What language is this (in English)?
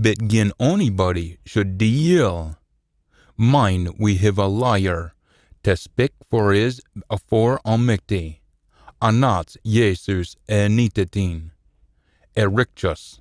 Scots